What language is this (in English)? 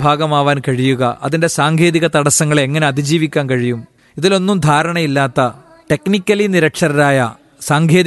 Malayalam